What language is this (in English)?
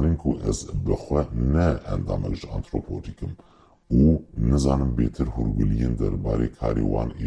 Kurdish